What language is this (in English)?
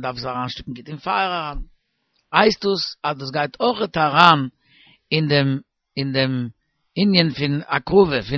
Yiddish